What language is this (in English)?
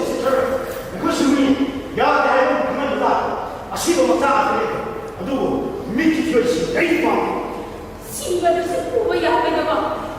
Manipuri